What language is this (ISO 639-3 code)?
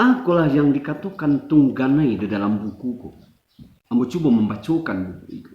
min